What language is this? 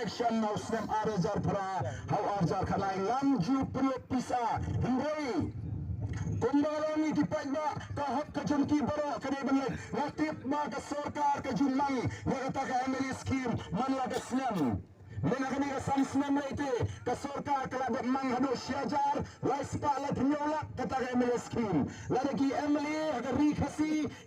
Khasi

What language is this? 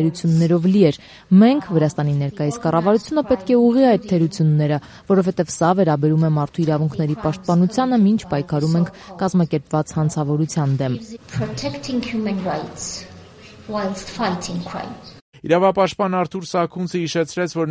Armenian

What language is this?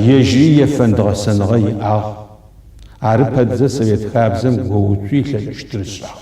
Adyghe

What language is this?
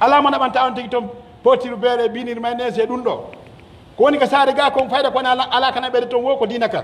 Pular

